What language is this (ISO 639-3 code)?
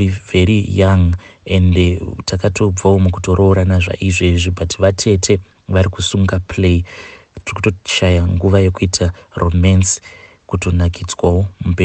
sna